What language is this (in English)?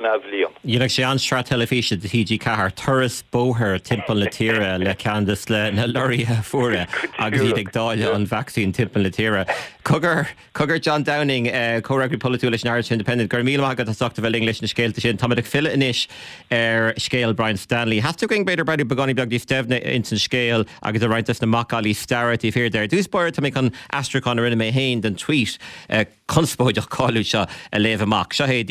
Irish